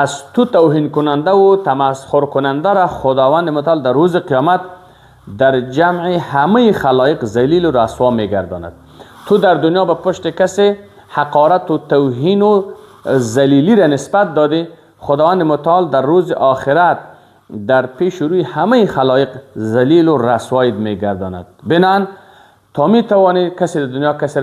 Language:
Persian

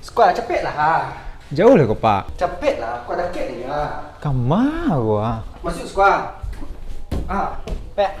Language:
Minangkabau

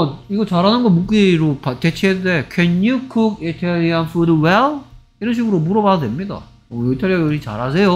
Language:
Korean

